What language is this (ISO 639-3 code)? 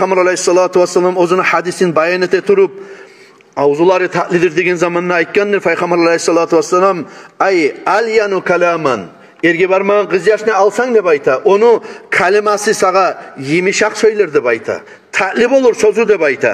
kum